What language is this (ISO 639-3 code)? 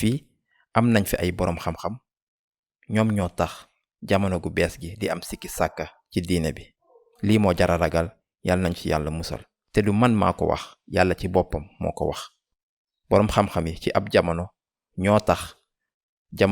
wol